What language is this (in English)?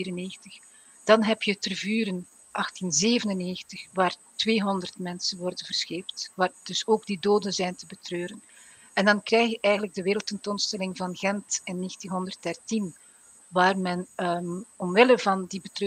Dutch